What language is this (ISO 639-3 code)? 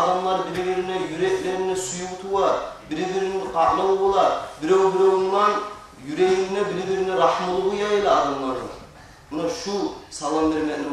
kum